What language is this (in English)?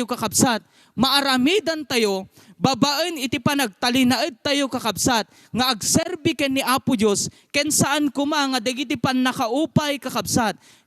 Iloko